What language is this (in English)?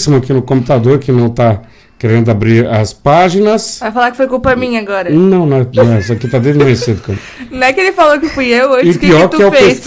Portuguese